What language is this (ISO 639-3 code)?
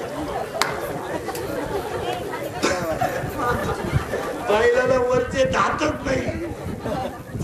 mar